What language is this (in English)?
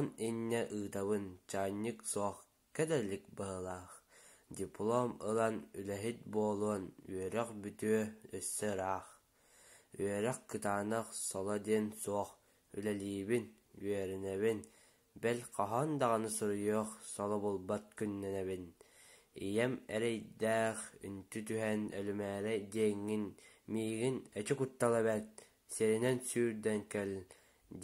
Yakut